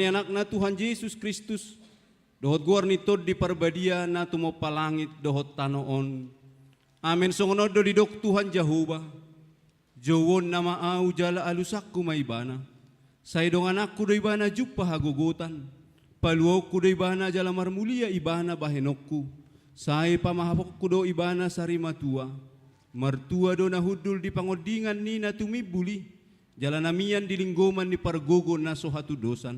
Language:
Batak Toba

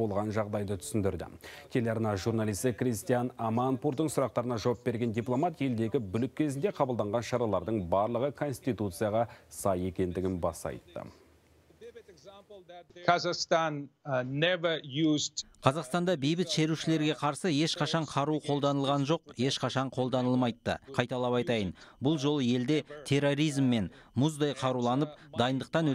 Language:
Kazakh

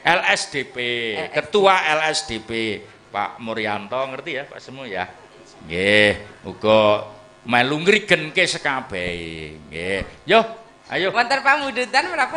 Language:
Javanese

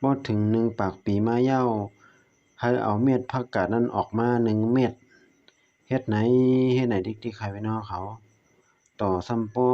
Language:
Shan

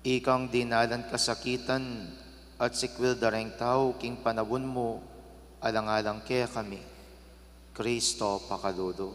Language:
Pampanga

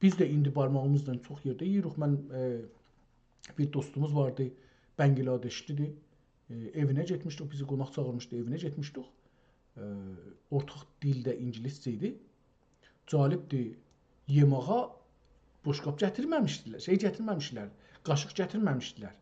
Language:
South Azerbaijani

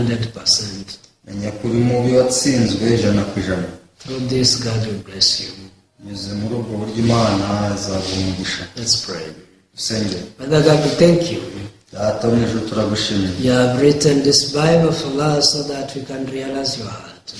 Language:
Kinyarwanda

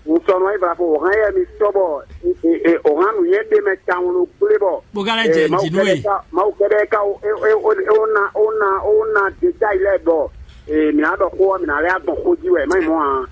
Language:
Fon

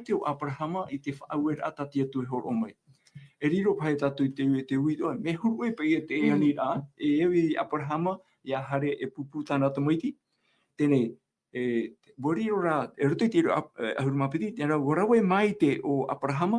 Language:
Tahitian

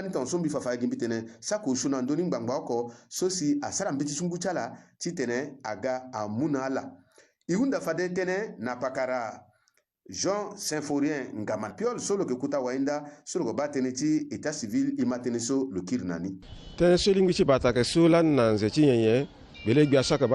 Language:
Sango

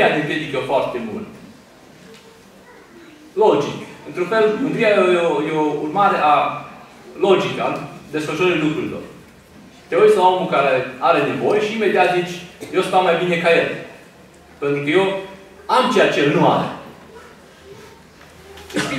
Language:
Romanian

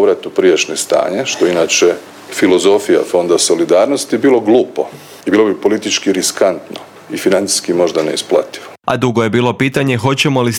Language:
Croatian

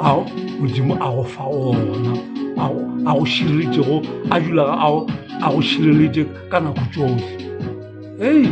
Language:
Northern Sotho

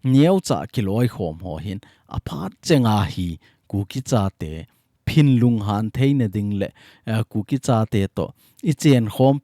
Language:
Thado Chin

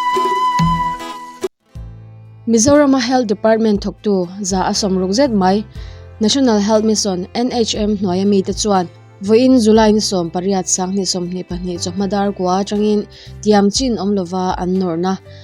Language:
Mizo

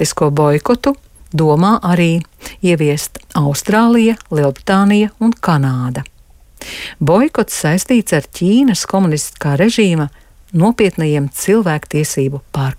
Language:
Latvian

